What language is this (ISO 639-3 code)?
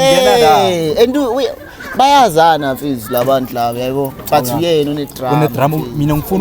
zul